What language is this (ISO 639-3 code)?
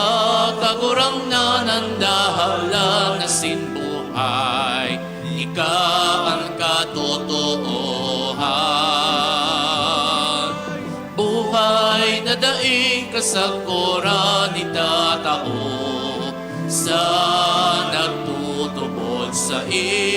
bik